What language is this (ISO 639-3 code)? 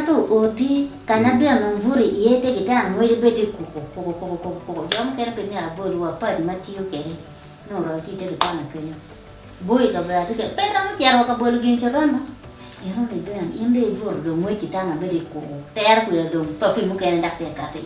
ach